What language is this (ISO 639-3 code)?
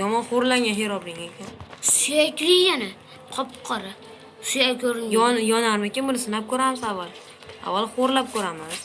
uzb